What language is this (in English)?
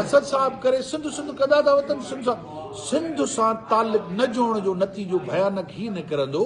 Sindhi